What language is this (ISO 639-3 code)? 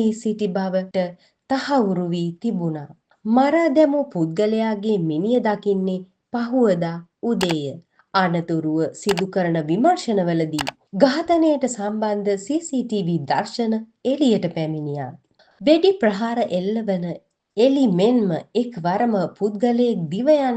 sin